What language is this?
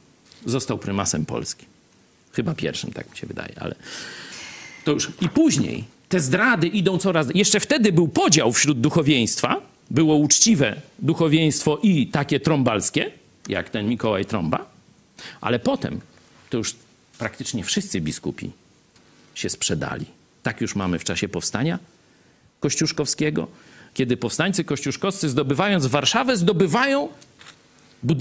Polish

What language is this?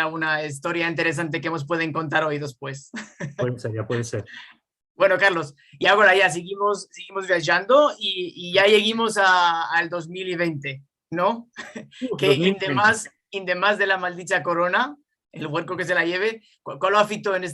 Ladino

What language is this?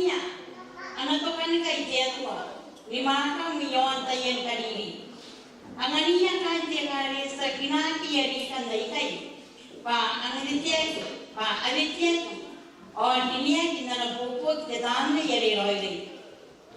Gilbertese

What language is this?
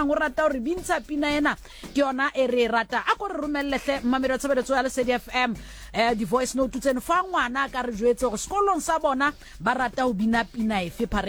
Southern Sotho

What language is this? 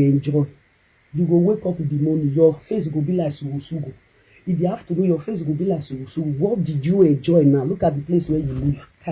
Nigerian Pidgin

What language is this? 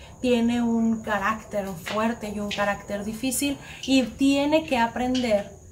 Spanish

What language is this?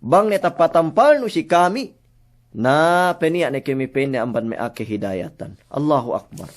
Yakan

